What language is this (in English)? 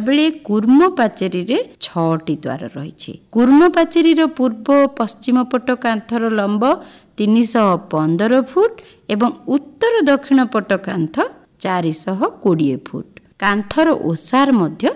Odia